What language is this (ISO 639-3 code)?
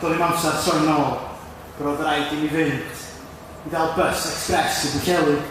cym